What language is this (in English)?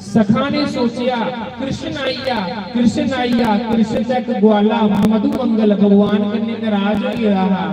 Dogri